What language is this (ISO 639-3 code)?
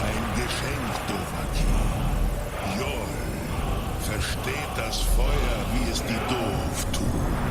gsw